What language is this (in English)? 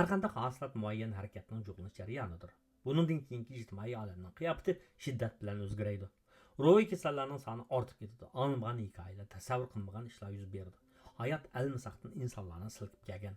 Uyghur